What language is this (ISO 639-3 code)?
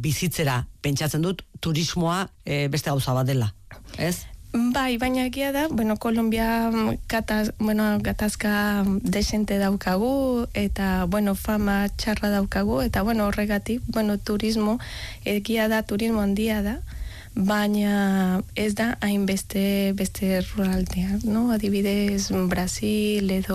eus